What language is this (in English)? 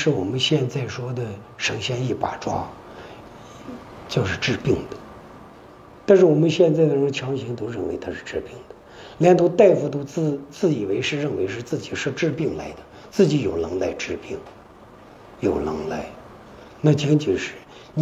Chinese